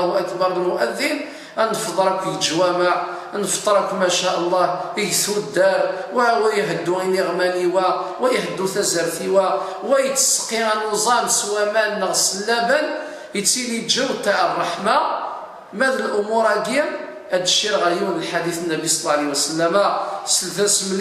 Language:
Kabyle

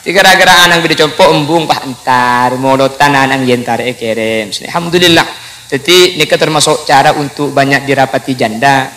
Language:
Madurese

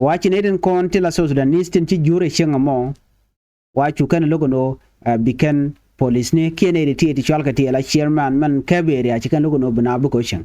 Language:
Nuer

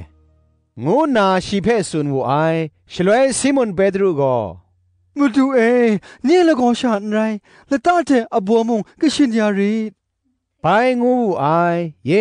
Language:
Kachin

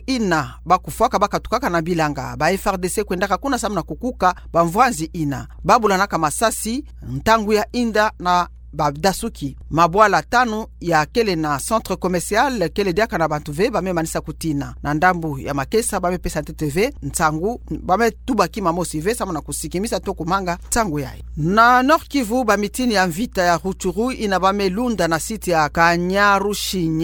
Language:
Kituba (Democratic Republic of Congo)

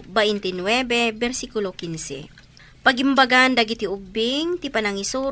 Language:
Iloko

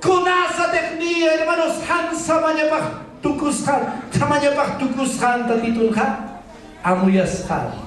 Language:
Aymara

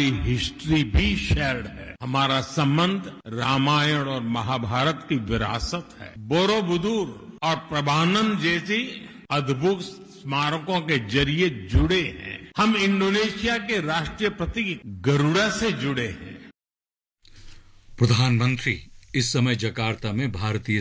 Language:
Hindi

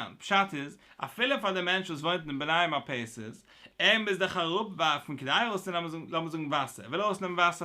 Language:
Yiddish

